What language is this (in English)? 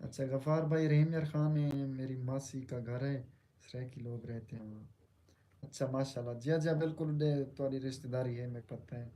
Saraiki